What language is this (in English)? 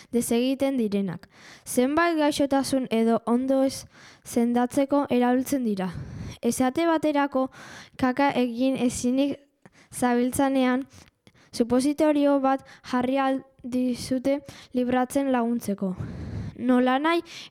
Basque